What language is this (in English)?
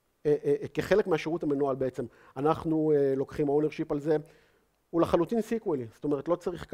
Hebrew